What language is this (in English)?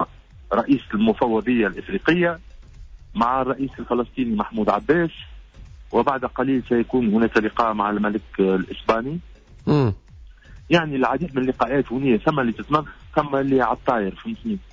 Tunisian Arabic